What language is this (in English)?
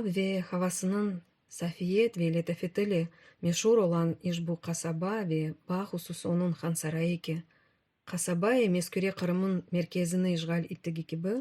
Crimean Tatar